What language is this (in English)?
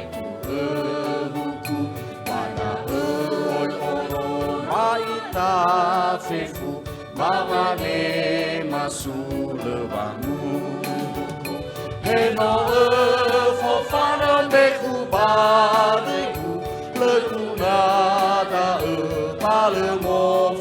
Nias